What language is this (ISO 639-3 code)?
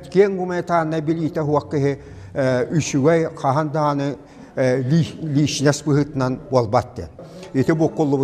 sah